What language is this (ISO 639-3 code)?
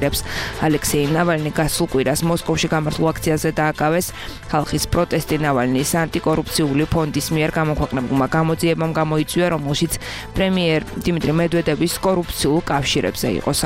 kat